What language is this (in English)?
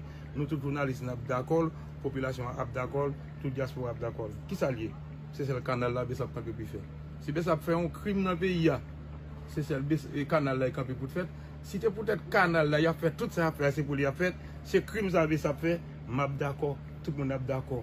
Haitian Creole